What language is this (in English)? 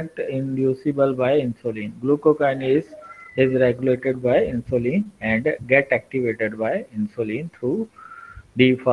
English